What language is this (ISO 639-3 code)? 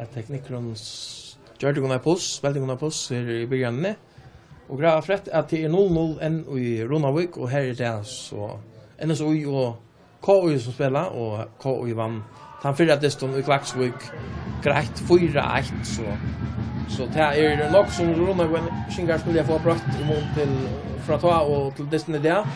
fao